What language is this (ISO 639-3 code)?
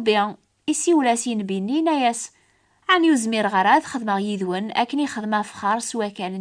kab